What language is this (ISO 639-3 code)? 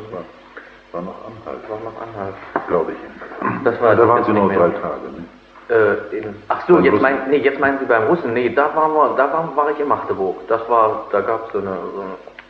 deu